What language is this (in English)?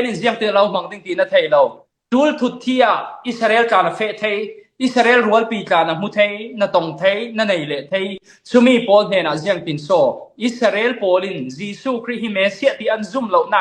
Falam Chin